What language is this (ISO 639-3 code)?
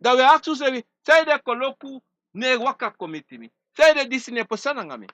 srn